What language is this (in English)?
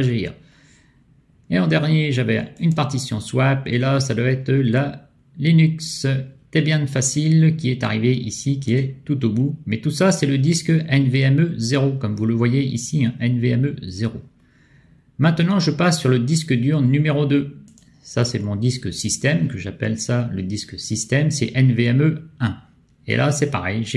French